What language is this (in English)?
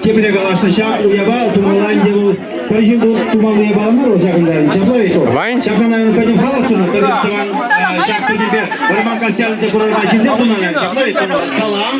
Chuvash